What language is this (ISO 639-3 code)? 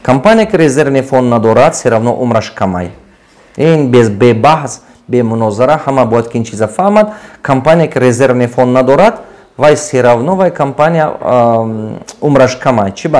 tgk